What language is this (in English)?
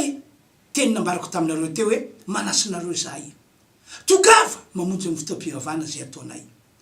Malagasy